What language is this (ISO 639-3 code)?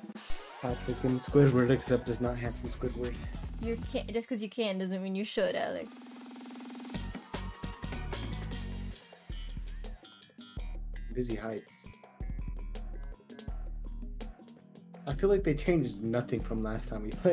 eng